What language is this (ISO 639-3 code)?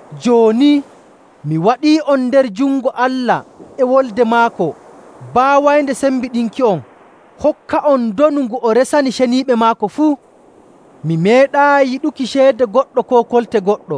fuv